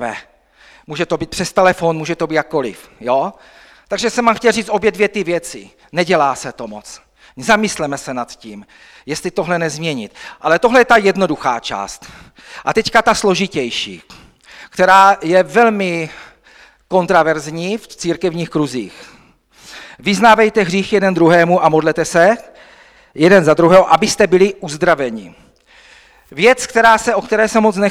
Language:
Czech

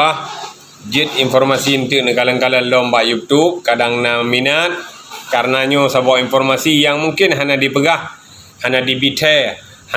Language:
Achinese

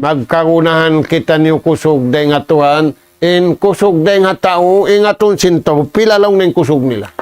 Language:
Tausug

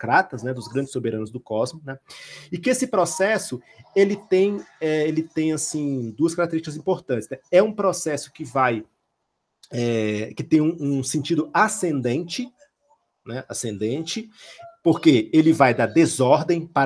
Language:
Portuguese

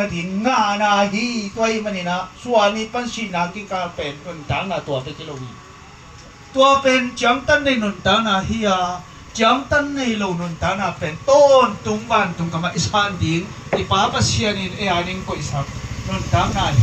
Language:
Tedim Chin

